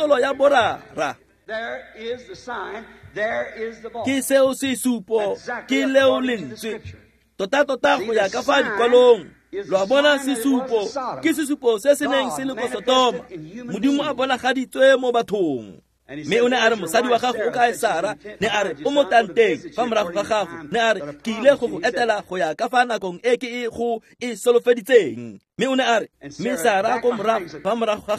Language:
Tswana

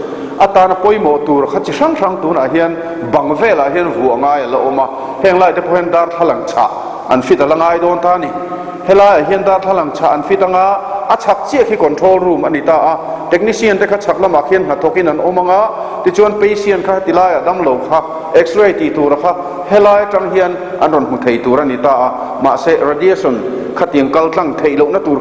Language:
Mizo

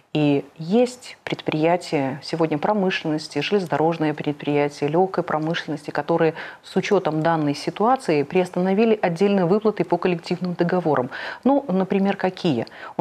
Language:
Russian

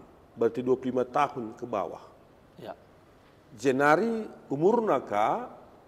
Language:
Batak Karo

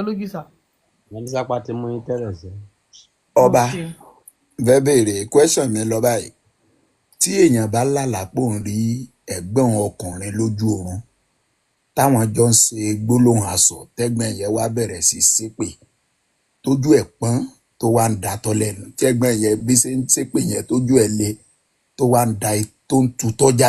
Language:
Yoruba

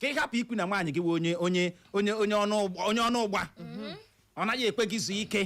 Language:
Igbo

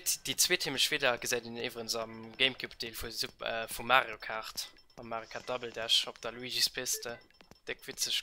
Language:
Luxembourgish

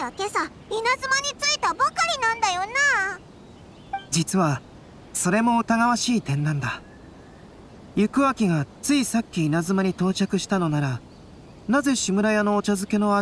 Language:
Japanese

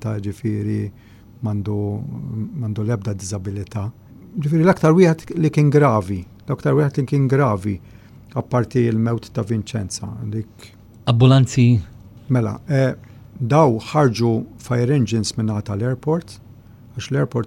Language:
Maltese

